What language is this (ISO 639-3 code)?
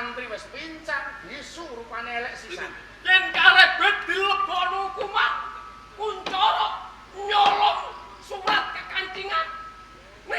jav